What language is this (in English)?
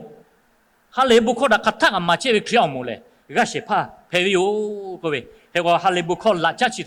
Lahu